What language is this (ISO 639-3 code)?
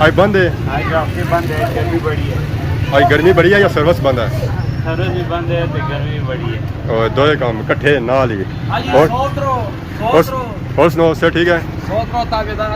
phr